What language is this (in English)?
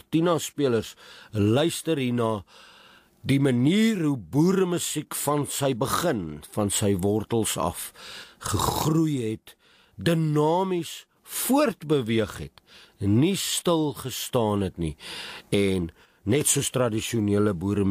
Afrikaans